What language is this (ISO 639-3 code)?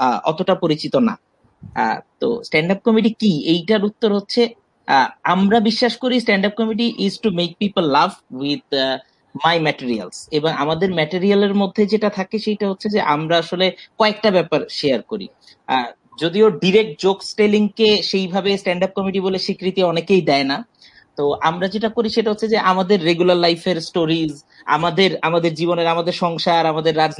ben